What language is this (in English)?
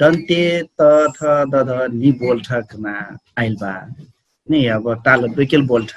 Dangaura Tharu